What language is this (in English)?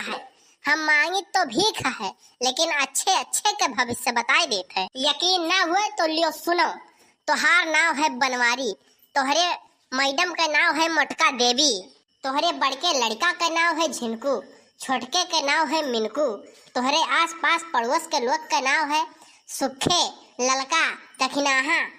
Awadhi